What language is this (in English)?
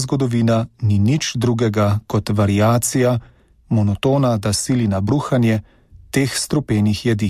Slovenian